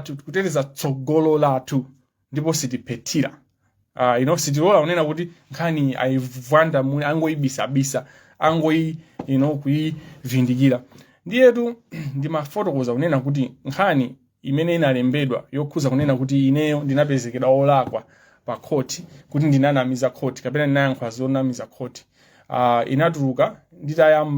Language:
Nyanja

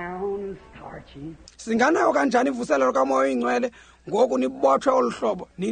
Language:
Xhosa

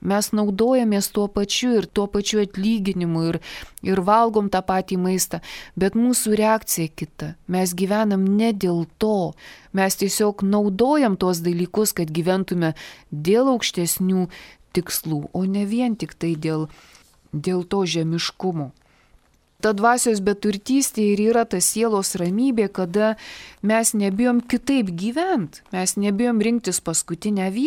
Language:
Lithuanian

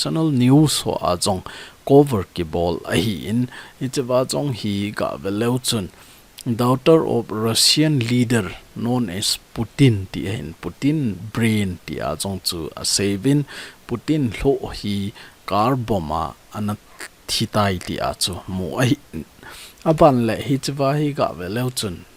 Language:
Thado Chin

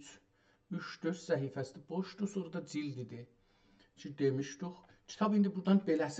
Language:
South Azerbaijani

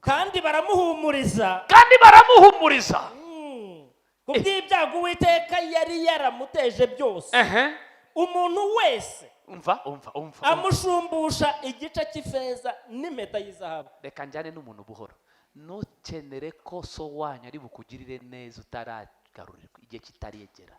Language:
Kinyarwanda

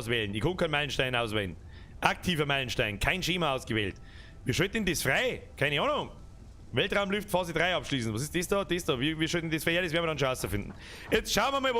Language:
Bavarian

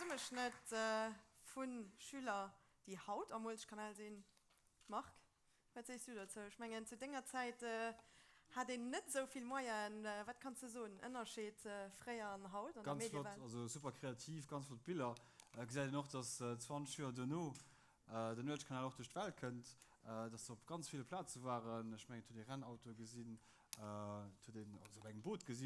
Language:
Luxembourgish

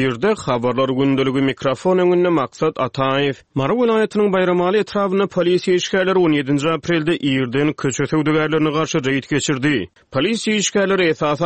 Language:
Turkmen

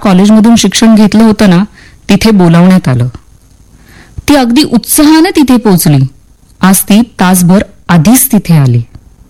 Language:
Marathi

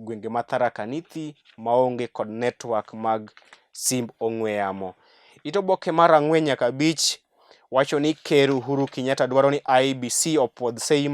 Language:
Luo (Kenya and Tanzania)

